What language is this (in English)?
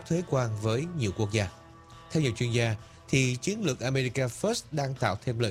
Vietnamese